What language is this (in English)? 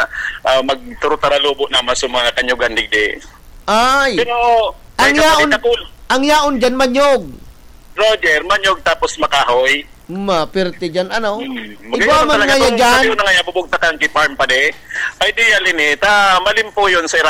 Bikol